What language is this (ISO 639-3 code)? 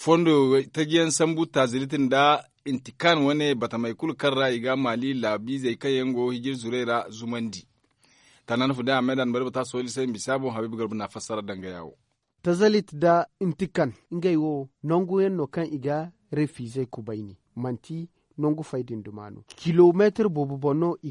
dje